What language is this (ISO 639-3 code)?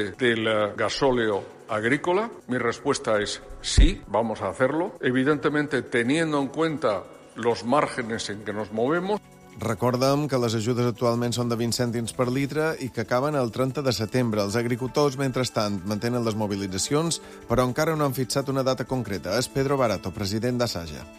cat